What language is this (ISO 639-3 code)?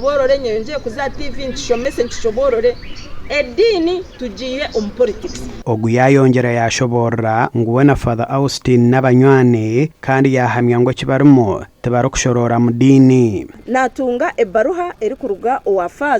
nyn